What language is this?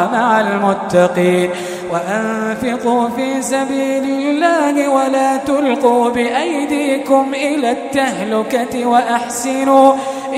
Arabic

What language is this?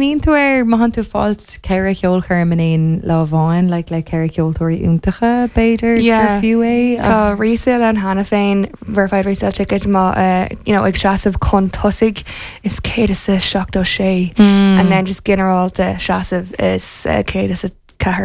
Irish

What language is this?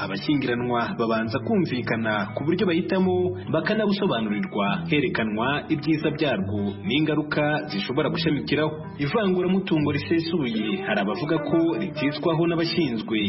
Kinyarwanda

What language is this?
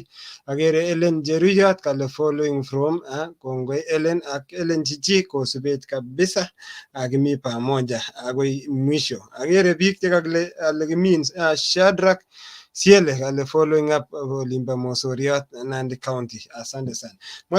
Kalenjin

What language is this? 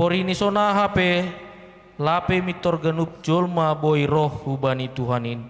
Batak Simalungun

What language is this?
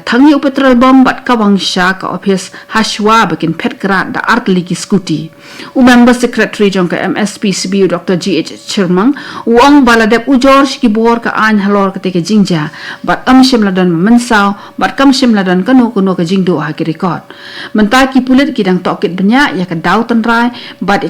Khasi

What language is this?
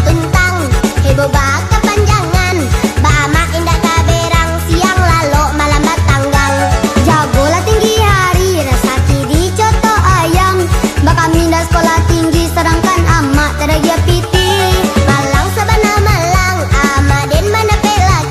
Minangkabau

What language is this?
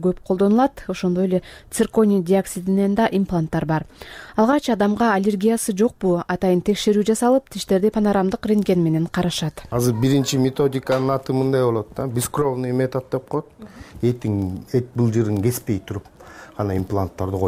Kyrgyz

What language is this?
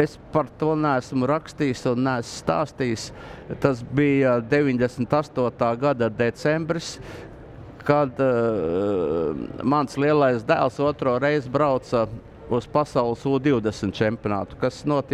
Latvian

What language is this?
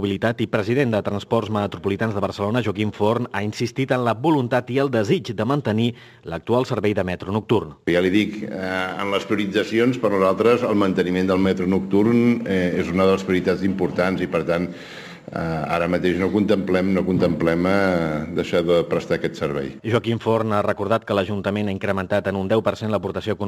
Catalan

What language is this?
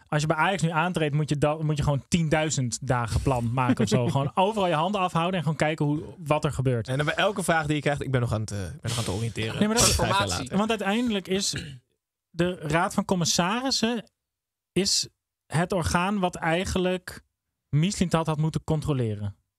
Dutch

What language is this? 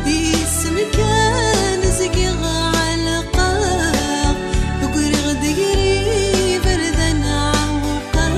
Kabyle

